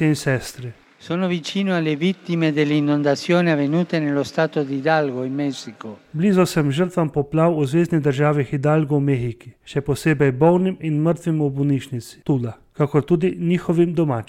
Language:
Slovenian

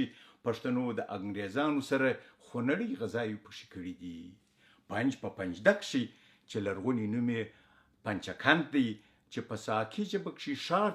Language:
Pashto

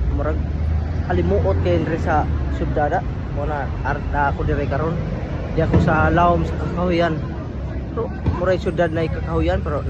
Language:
Cebuano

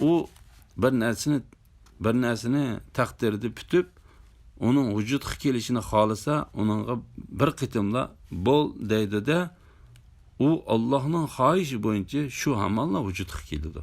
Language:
Uyghur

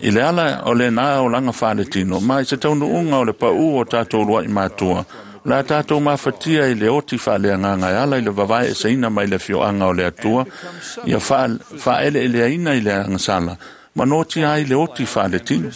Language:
Samoan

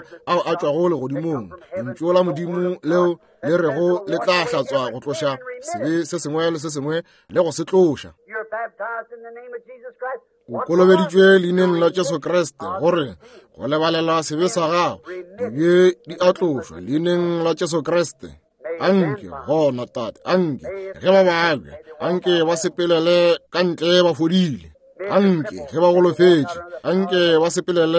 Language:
Northern Sotho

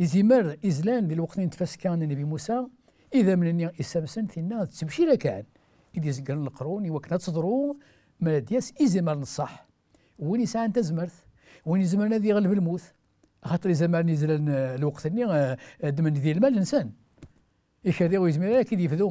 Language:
Kabyle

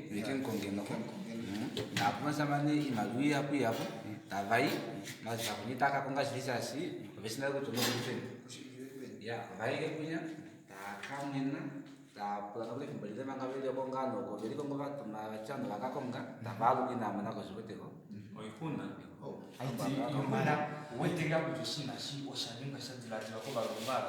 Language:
Kuanyama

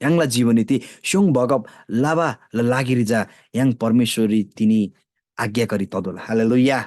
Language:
Eastern Tamang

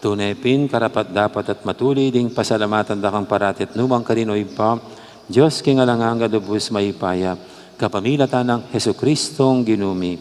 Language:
Pampanga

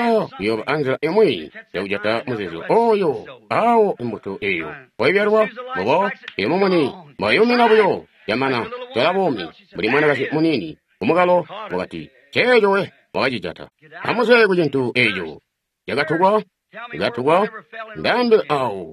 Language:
Tonga (Zambia)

